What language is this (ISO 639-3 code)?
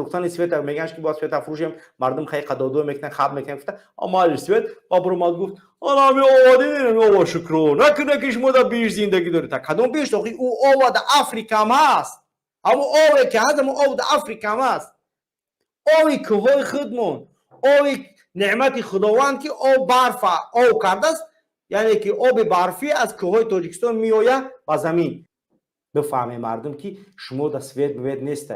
tgk